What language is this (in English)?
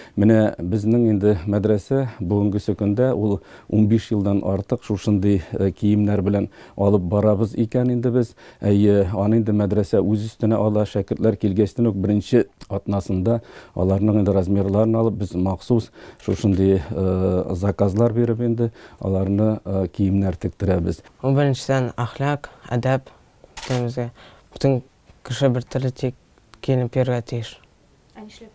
Tatar